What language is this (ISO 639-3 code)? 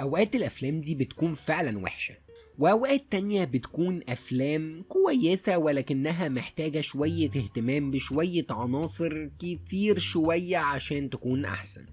arz